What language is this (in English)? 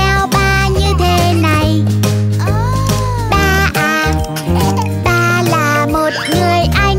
Vietnamese